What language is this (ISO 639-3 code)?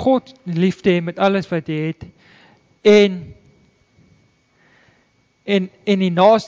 afr